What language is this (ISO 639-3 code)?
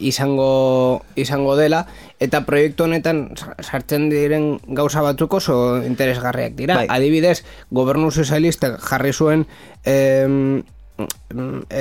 eus